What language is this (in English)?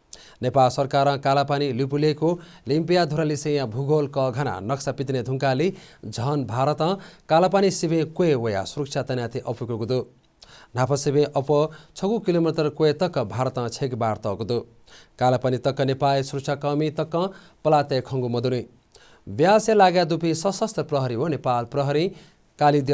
Newari